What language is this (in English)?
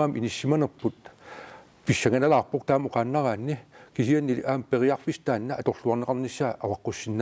Kalaallisut